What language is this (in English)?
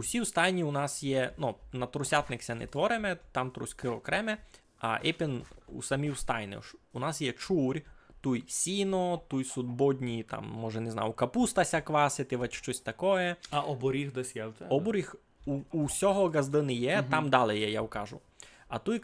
Rusyn